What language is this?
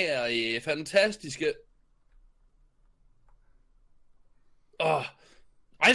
Danish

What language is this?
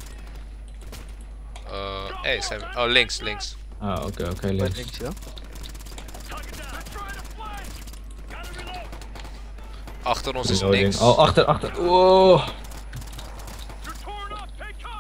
Dutch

